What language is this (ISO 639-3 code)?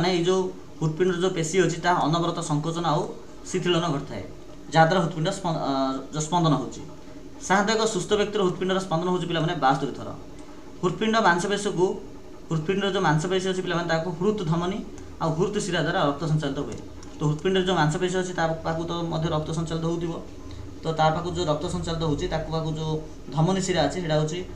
ori